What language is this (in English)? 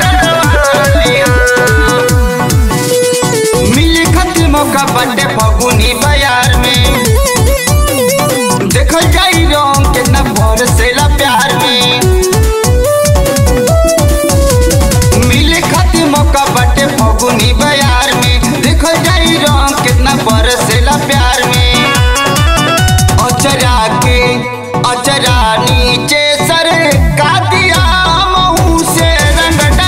Bhojpuri